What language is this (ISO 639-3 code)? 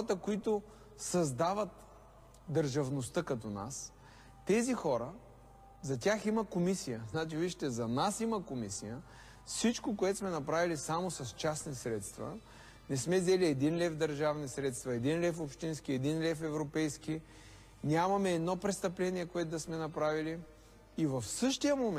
bul